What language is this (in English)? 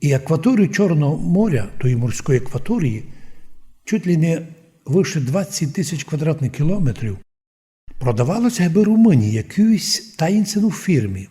Rusyn